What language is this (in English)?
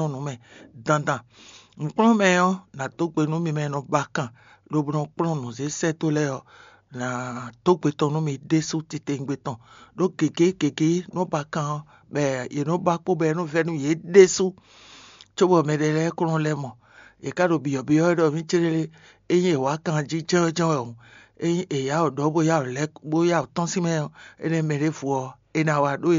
Fon